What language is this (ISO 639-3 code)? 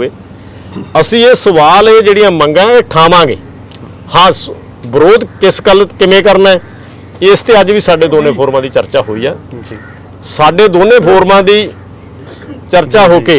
pan